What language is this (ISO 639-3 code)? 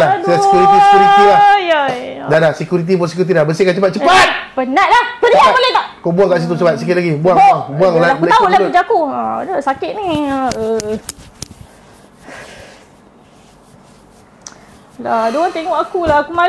msa